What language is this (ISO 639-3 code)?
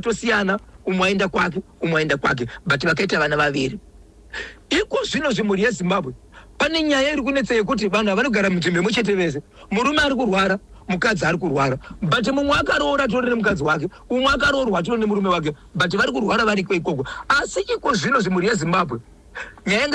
sna